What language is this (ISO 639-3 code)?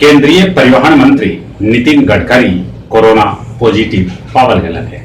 mag